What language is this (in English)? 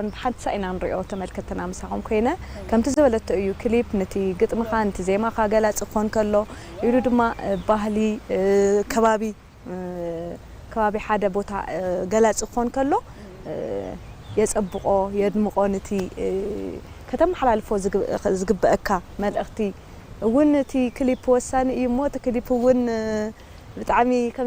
Tigrinya